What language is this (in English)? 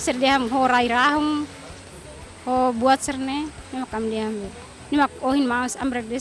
Tetum